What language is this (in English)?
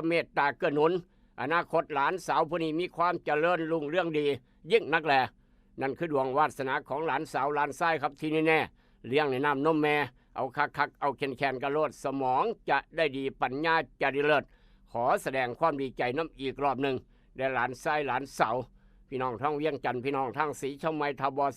Northeastern Thai